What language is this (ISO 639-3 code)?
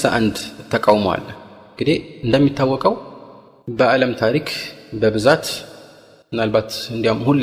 amh